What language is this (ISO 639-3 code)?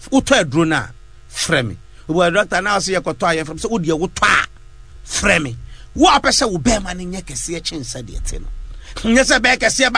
aka